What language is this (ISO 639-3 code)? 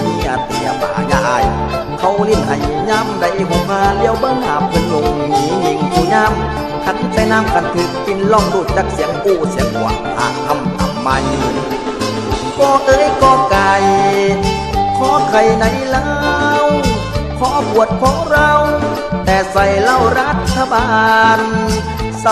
tha